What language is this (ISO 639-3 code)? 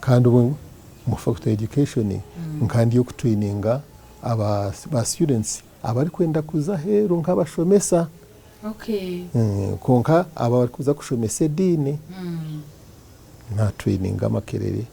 nyn